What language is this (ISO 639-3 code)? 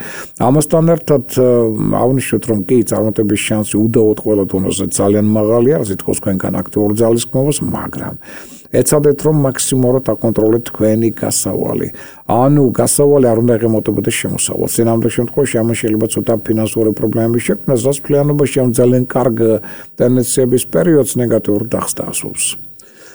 kat